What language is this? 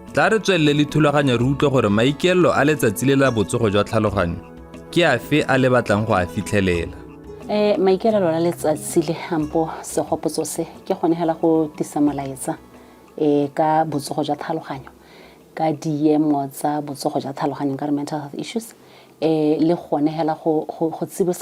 Tswana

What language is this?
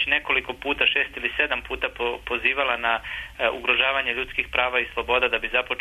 Bosnian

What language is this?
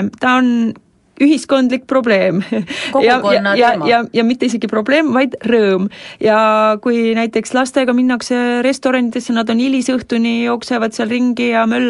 Estonian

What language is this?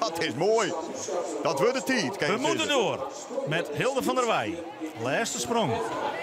Western Frisian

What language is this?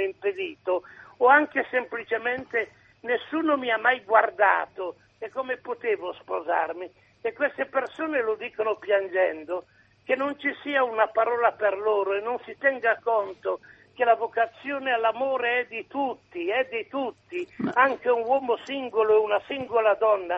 Italian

